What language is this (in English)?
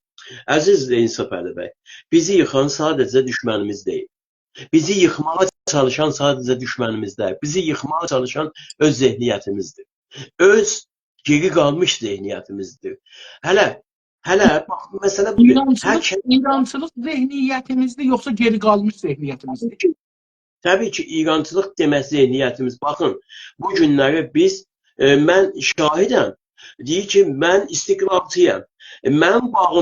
South Azerbaijani